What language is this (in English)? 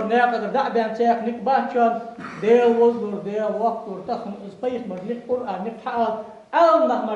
Ingush